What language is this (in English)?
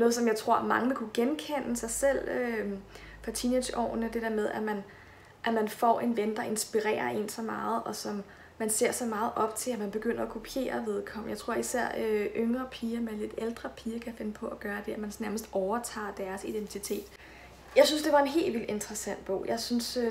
Danish